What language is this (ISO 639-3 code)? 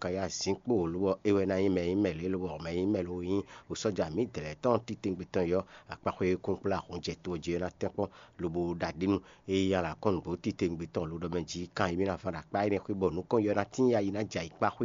fon